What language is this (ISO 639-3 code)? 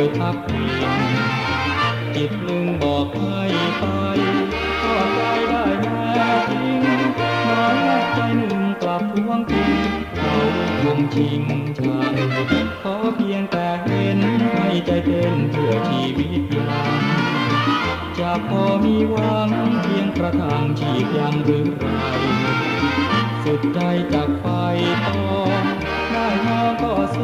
tha